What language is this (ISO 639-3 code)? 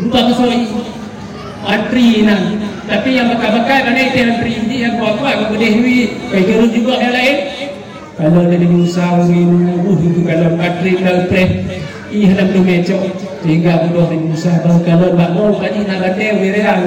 ace